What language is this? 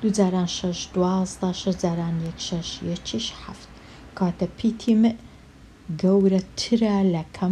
Central Kurdish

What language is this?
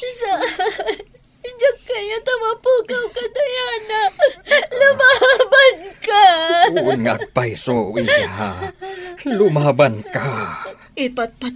Iloko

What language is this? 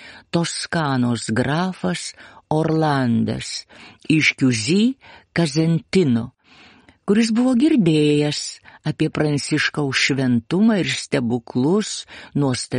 Lithuanian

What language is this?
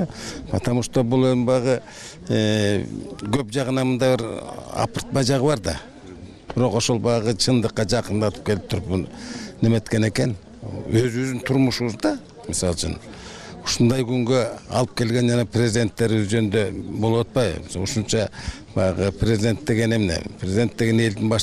Kyrgyz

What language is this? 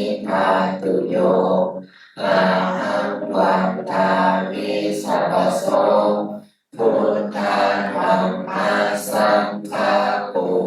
Pali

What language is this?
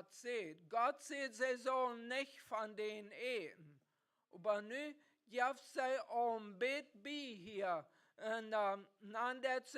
Plautdietsch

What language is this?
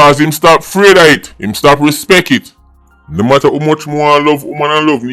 Jamaican Creole English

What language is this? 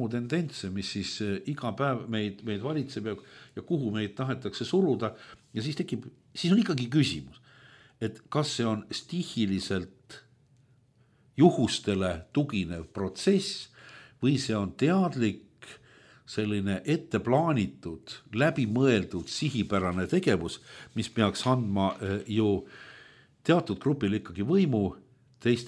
Estonian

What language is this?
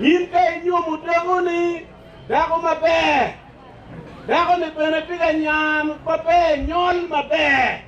Acoli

